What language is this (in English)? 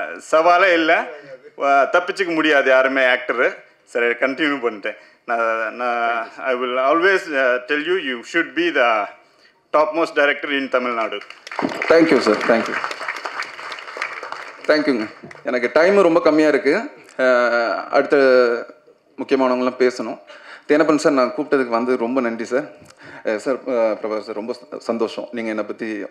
Tamil